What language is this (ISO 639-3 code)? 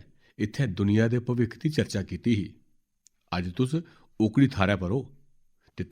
doi